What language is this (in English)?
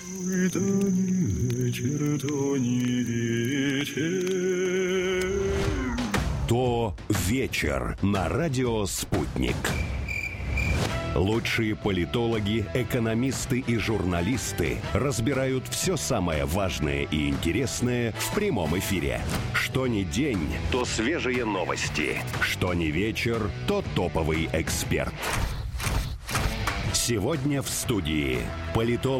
Russian